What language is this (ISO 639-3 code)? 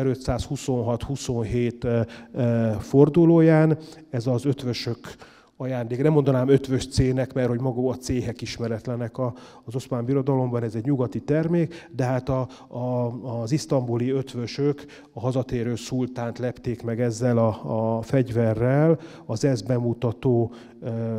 hun